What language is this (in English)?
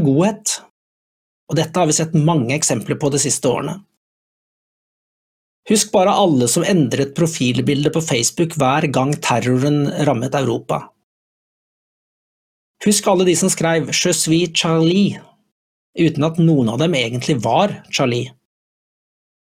Norwegian